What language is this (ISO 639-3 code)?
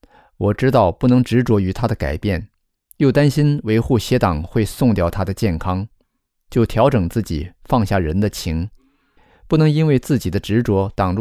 zho